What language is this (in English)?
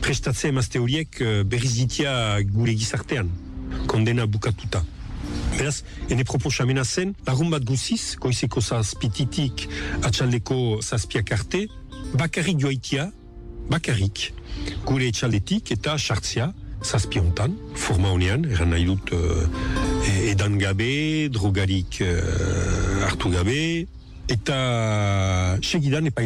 Basque